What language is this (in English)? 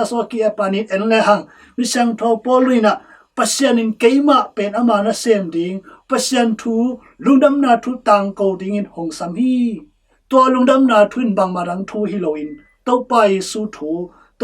Tedim Chin